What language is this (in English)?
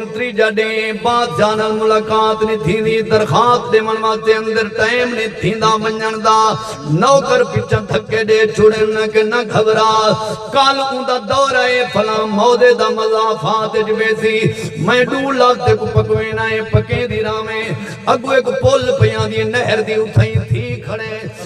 Saraiki